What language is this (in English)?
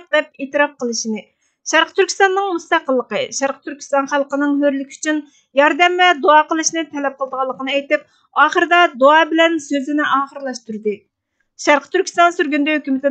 Uyghur